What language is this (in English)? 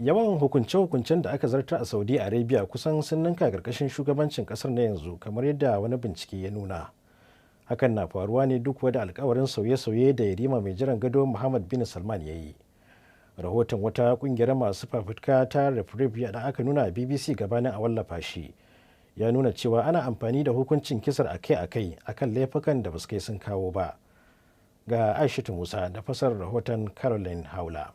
Hausa